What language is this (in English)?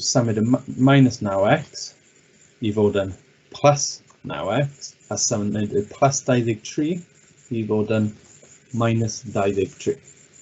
Welsh